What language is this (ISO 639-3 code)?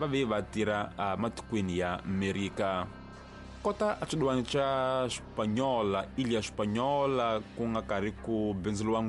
tso